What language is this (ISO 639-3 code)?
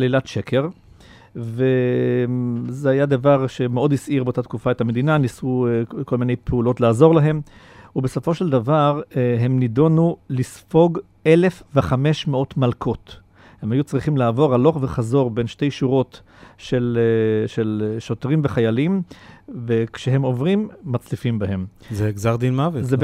heb